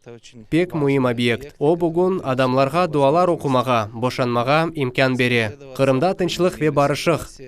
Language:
Crimean Tatar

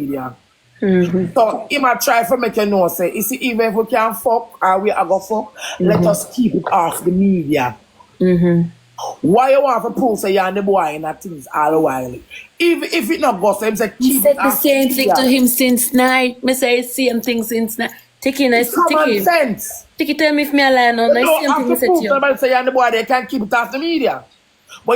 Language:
Jamaican Creole English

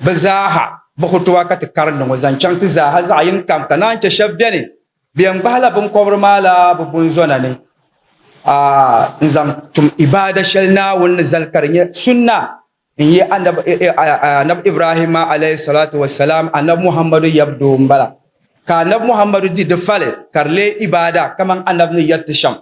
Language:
Dagbani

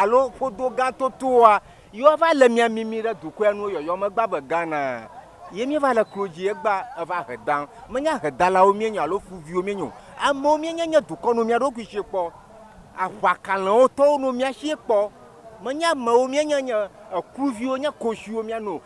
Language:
Ewe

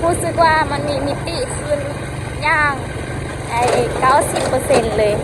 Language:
Lao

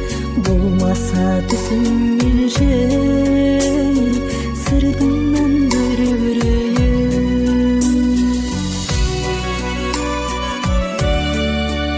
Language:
Kazakh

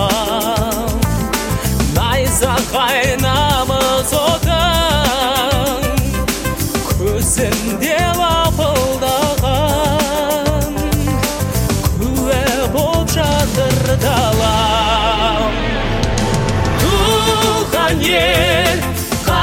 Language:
Kazakh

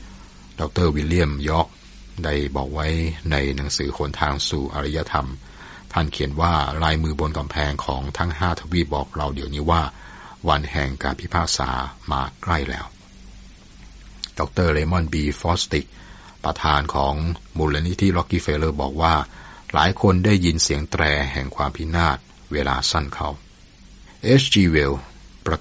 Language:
Thai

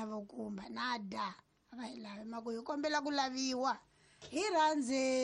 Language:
Tsonga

